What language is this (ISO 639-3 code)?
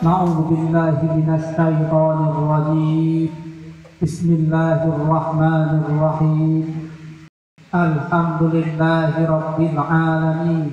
min